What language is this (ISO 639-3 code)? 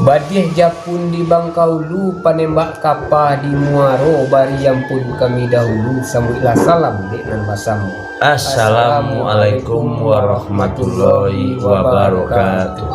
min